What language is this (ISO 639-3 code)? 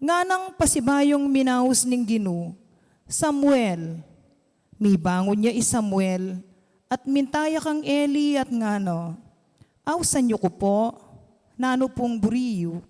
pam